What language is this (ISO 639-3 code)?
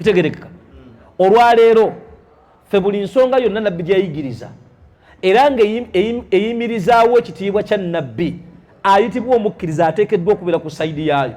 lug